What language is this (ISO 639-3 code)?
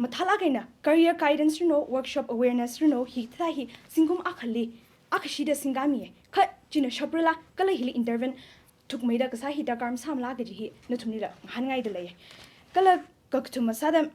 nmf